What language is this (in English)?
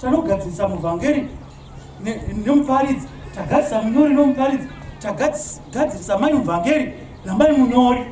Shona